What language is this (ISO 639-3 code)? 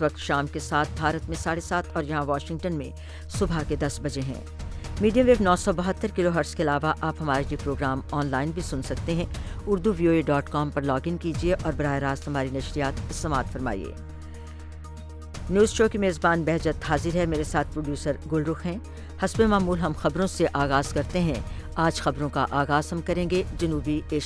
urd